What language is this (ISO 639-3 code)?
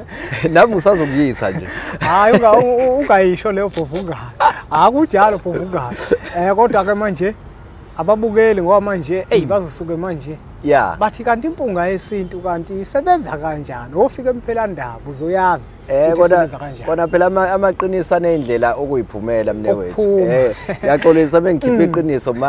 zul